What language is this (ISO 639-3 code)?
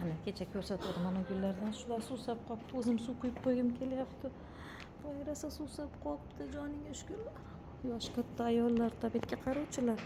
uzb